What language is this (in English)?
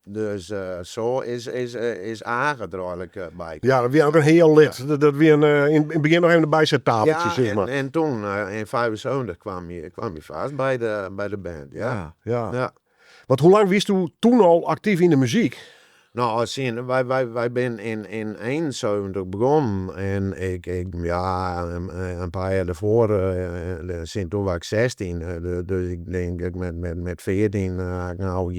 Western Frisian